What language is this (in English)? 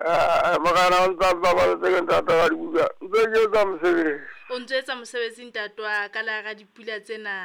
Southern Sotho